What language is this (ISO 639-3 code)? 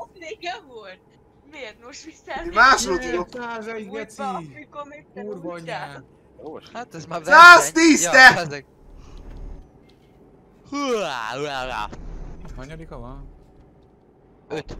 hun